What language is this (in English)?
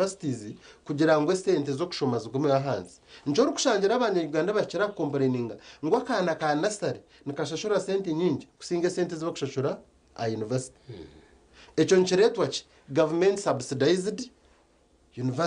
Nyankole